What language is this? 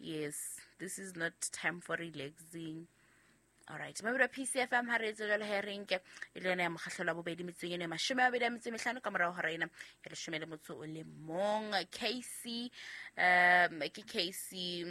Southern Sotho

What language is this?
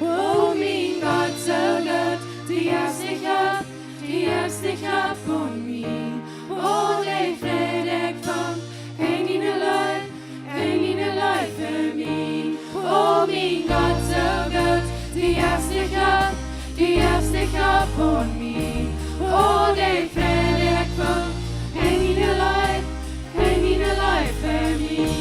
Plautdietsch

